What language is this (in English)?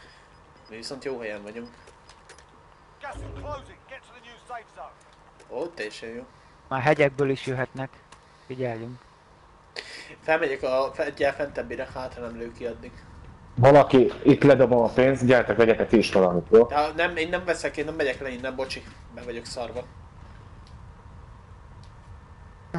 Hungarian